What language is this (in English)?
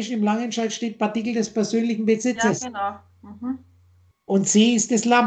German